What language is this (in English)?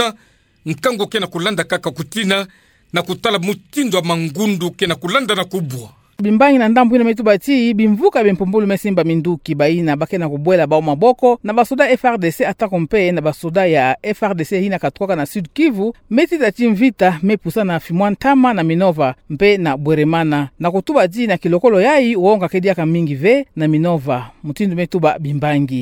Kituba (Democratic Republic of Congo)